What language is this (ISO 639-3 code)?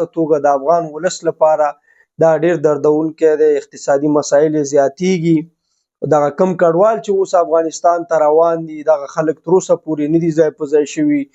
pus